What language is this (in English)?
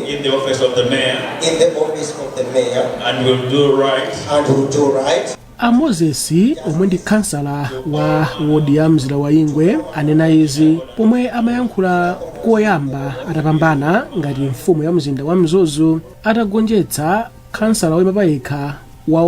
Nyanja